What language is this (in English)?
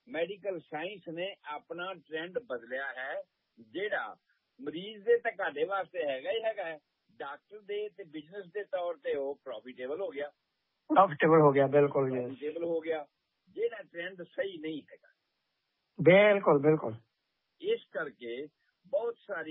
Punjabi